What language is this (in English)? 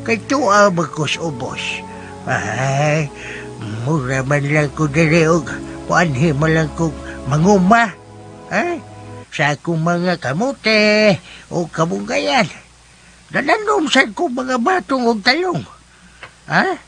Cebuano